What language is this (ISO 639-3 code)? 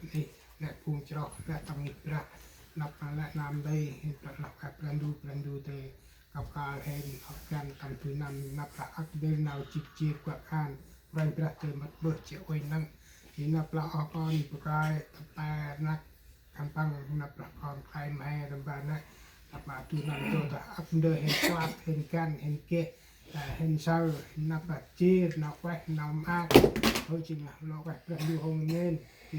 cmo